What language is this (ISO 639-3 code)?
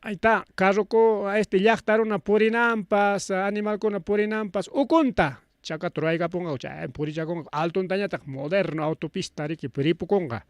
quy